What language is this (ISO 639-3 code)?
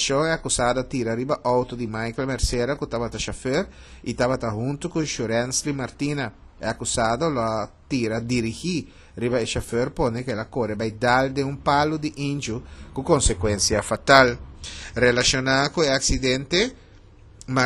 pap